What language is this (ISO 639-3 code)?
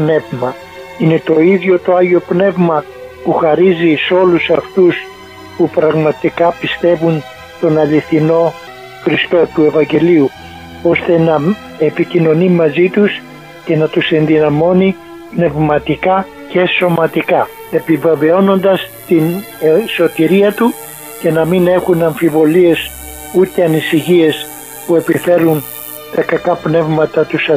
ell